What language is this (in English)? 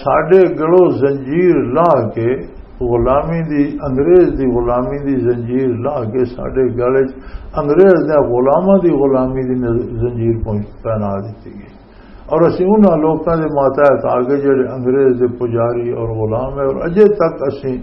Western Panjabi